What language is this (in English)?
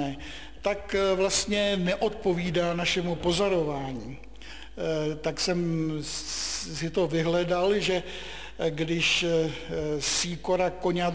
Czech